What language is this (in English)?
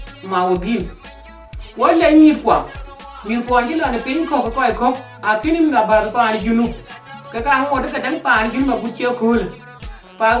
Dinka